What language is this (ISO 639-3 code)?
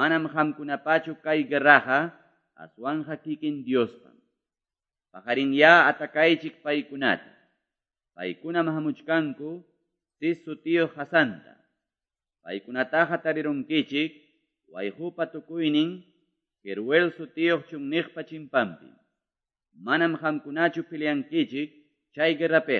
que